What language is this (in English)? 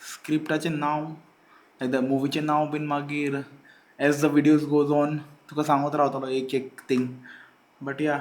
Konkani